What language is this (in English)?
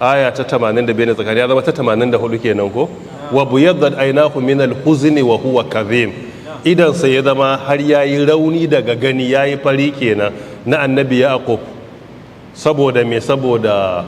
Hausa